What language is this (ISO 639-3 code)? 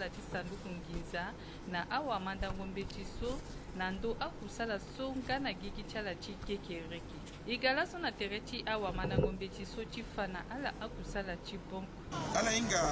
sag